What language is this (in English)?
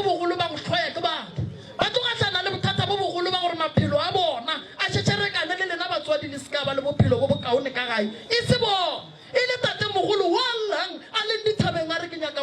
Northern Sotho